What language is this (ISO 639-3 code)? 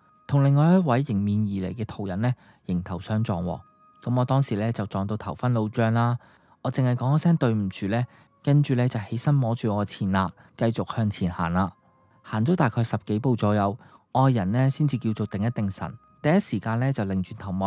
yue